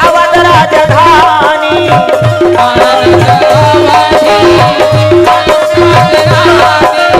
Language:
Chhattisgarhi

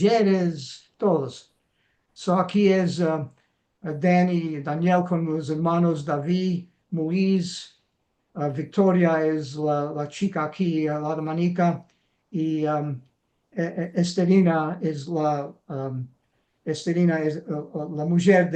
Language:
Ladino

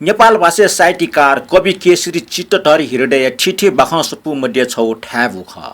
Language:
Newari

